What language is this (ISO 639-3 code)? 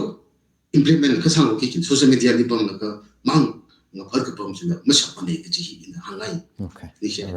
nmf